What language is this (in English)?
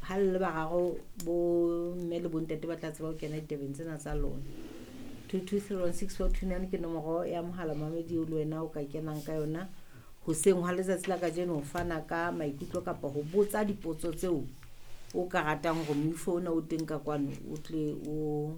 Southern Sotho